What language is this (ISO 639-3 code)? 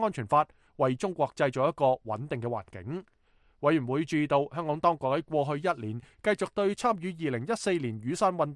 yue